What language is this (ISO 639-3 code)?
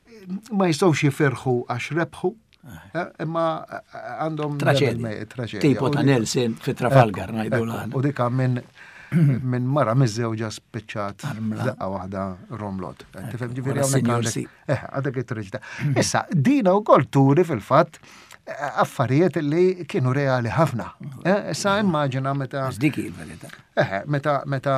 mlt